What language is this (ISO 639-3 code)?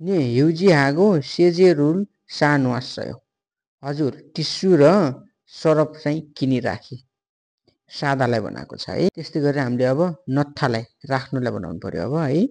nep